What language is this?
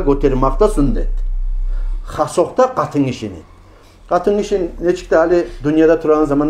Kumyk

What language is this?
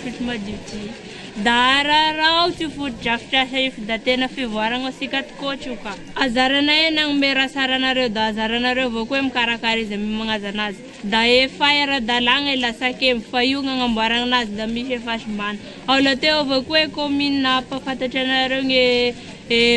Malagasy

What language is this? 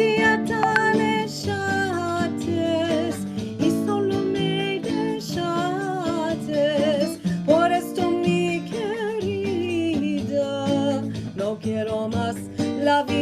Ladino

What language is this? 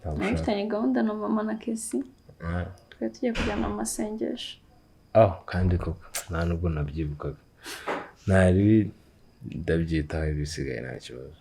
Kinyarwanda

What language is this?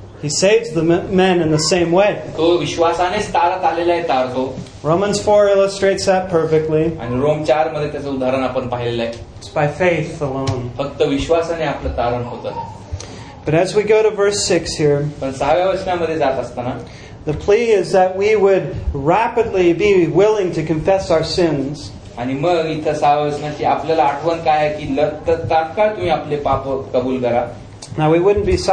Marathi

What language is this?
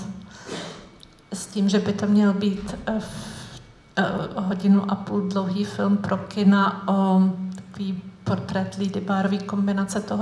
Czech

